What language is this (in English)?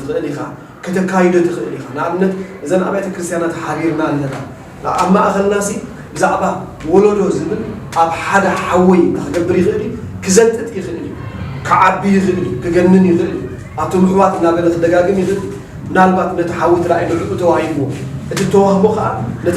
Tigrinya